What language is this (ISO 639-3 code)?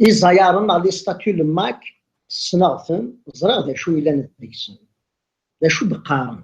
kab